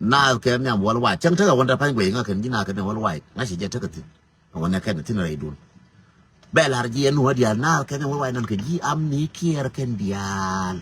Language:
Nuer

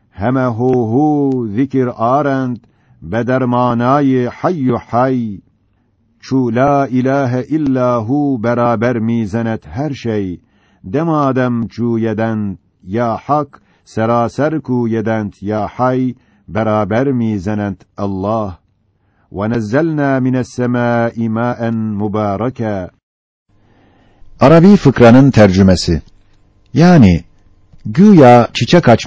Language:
Turkish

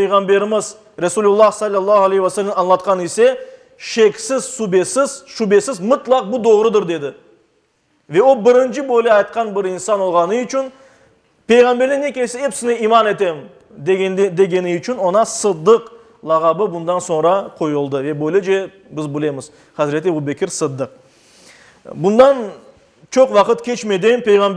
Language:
Crimean Tatar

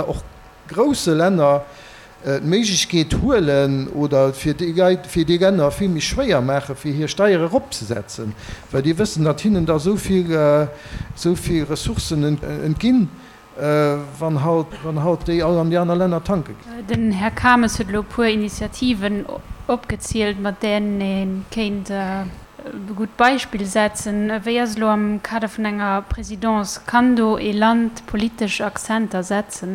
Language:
Luxembourgish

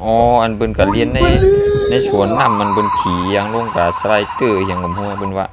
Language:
Shan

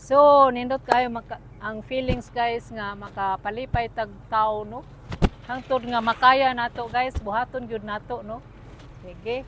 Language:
Cebuano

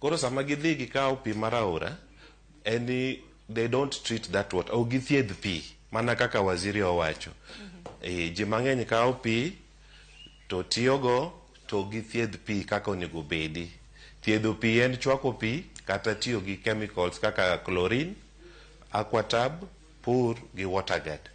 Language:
Luo (Kenya and Tanzania)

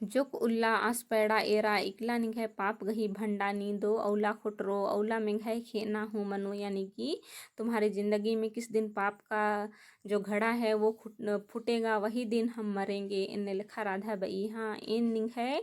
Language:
Kurukh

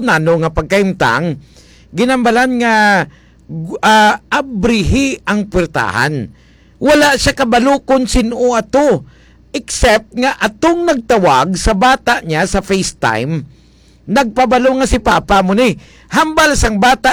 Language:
Hiligaynon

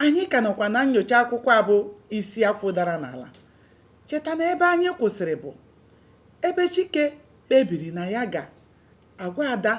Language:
Igbo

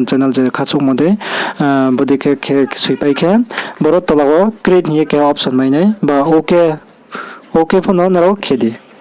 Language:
Riang (India)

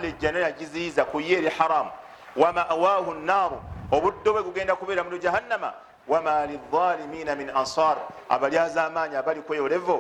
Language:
Ganda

